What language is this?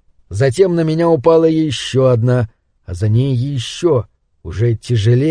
Russian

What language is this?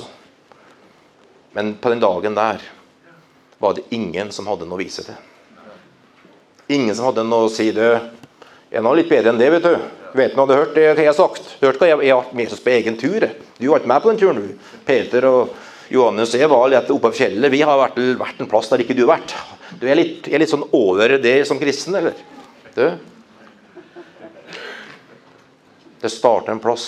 Norwegian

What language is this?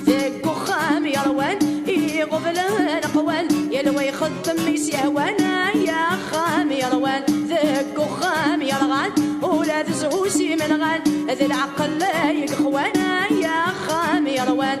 Kabyle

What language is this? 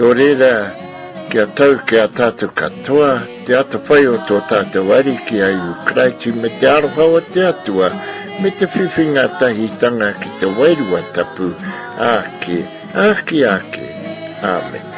Māori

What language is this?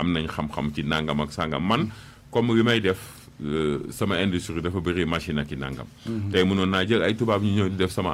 Wolof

